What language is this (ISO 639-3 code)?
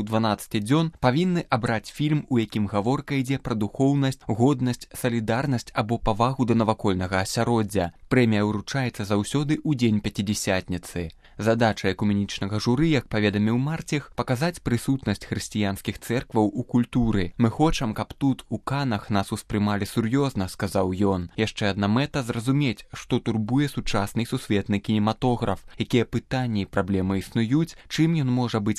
bel